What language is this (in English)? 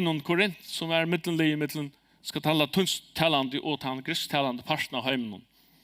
Faroese